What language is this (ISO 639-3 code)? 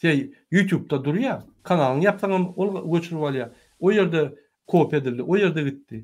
tuk